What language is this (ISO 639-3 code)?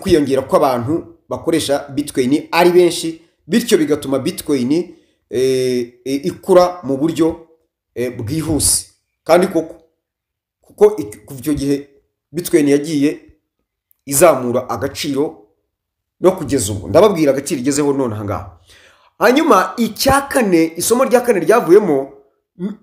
kin